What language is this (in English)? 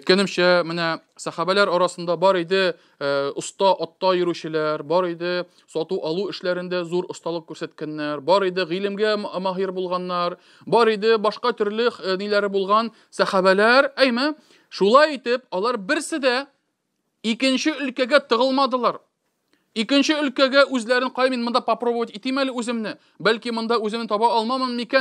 Tatar